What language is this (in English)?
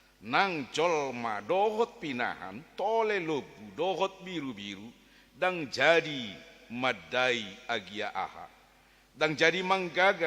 Batak Toba